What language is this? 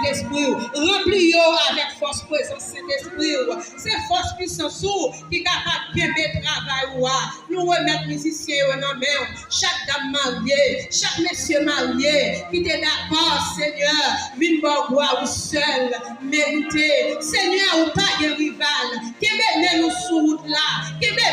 Haitian Creole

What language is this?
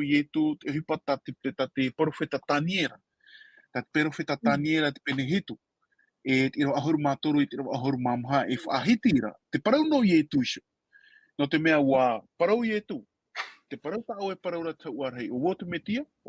Tahitian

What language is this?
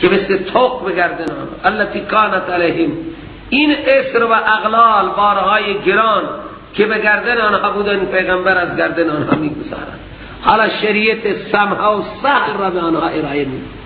Persian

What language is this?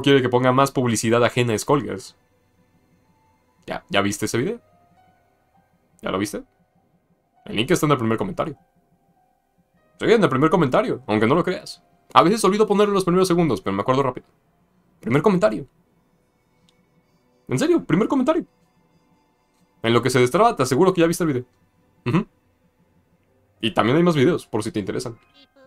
Spanish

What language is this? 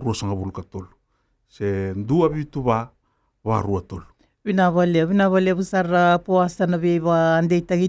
Fijian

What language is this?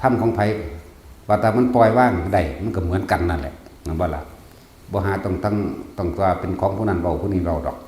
Northeastern Thai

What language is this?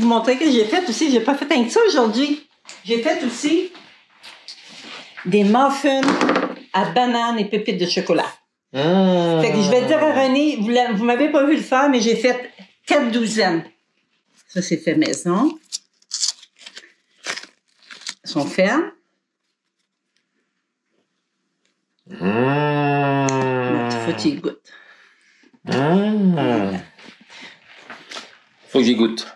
French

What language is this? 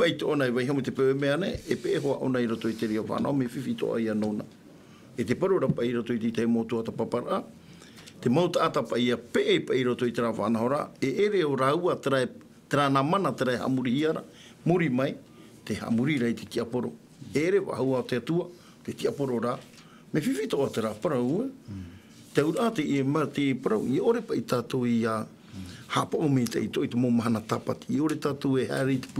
Tahitian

